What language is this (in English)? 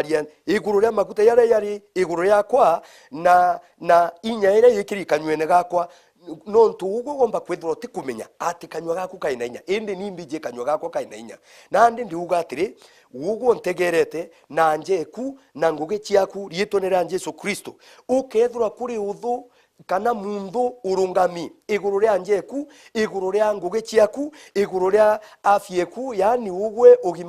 Meru